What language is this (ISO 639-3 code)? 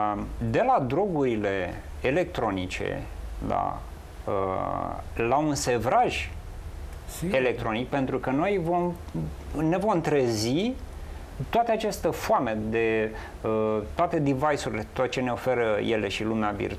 ron